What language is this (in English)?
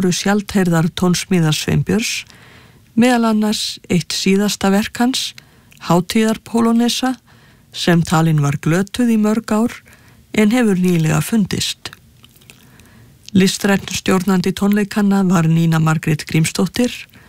Icelandic